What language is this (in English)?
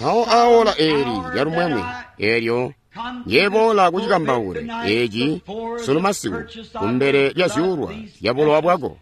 Tonga (Zambia)